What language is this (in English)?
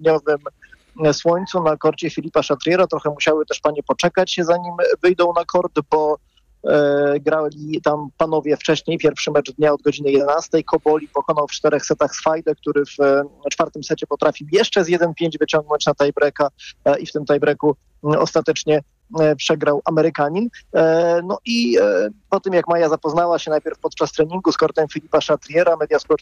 Polish